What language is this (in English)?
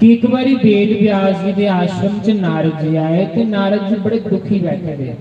Dogri